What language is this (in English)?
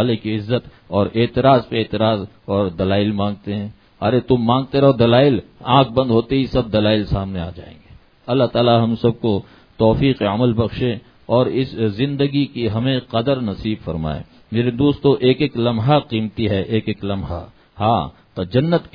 Urdu